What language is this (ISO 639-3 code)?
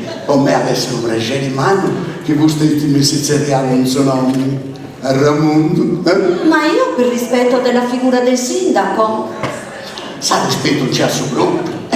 srd